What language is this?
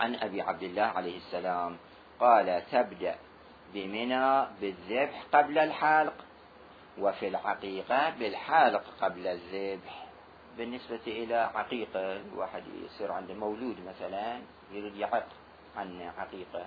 Mesopotamian Arabic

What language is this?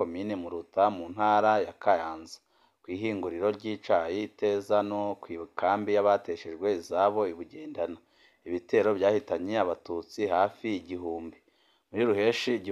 Rundi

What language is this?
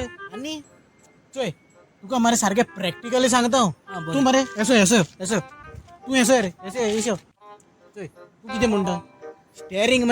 Konkani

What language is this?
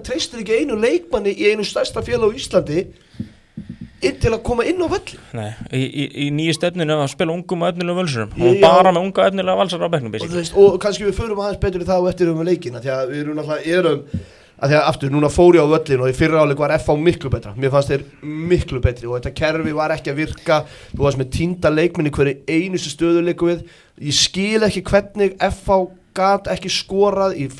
Icelandic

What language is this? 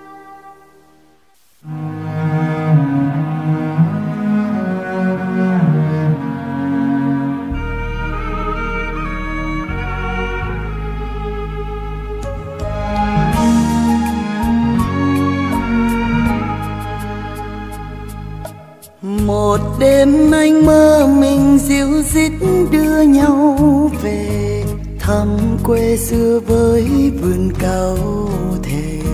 Vietnamese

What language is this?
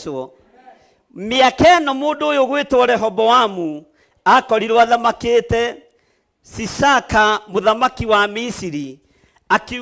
Kikuyu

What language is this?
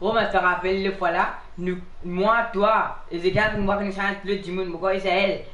Morisyen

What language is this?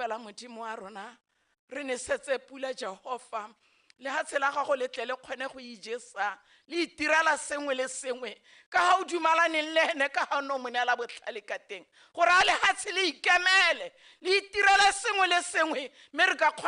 Tswana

